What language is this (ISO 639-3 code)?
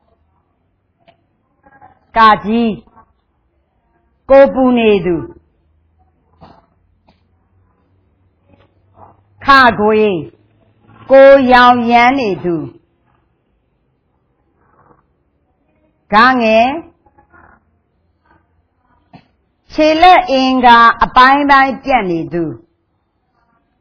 mya